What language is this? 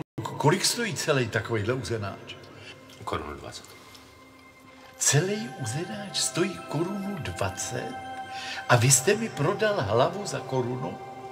Czech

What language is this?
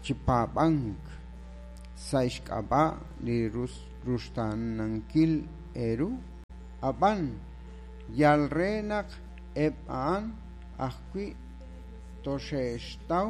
Kekchí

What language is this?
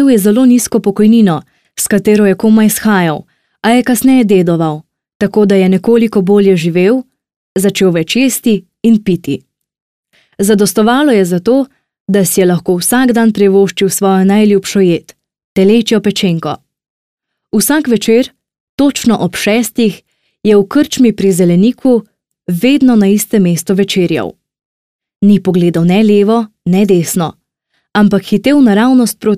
Slovenian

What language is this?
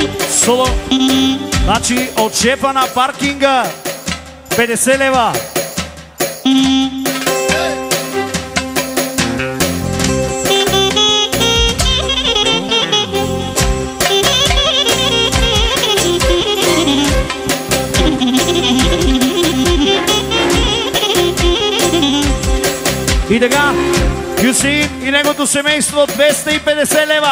Bulgarian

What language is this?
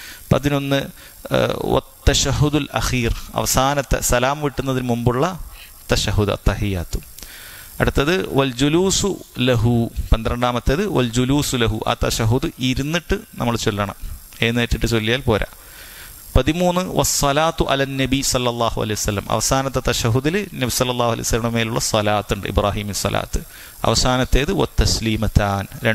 Malayalam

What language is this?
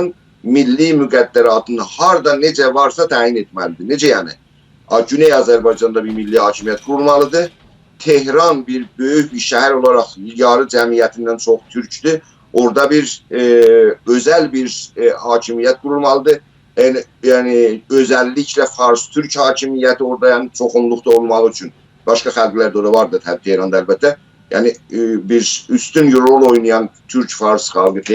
South Azerbaijani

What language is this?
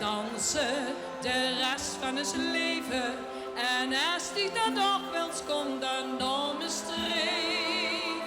Limburgish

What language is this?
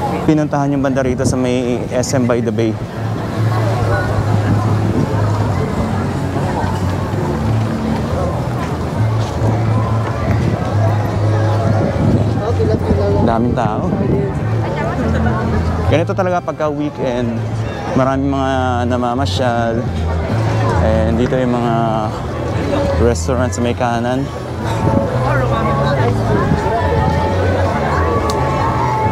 Filipino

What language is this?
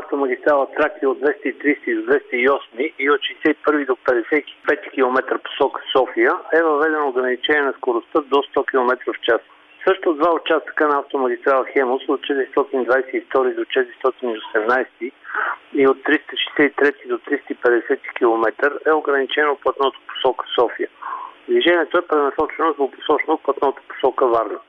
Bulgarian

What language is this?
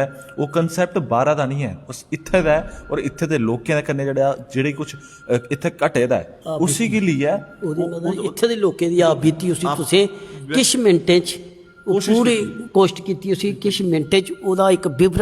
Dogri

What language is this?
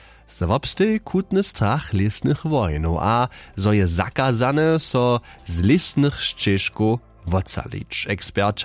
Upper Sorbian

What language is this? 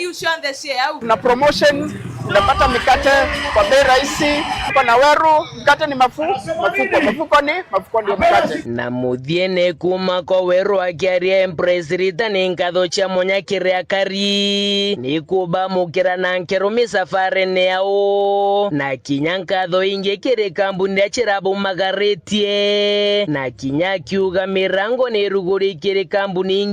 Meru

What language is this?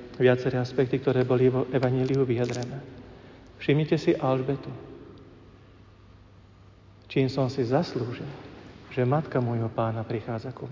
Slovak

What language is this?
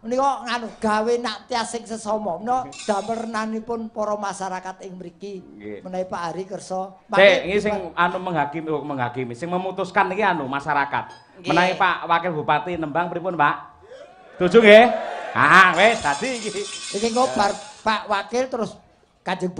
Javanese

